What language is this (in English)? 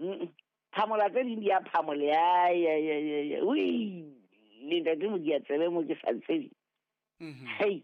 Southern Sotho